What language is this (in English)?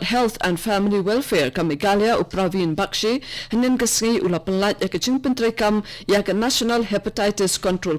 Khasi